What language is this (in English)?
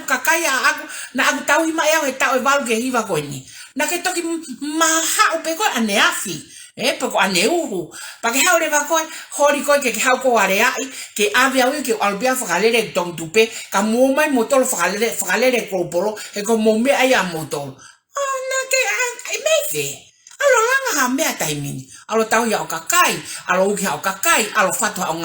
Tongan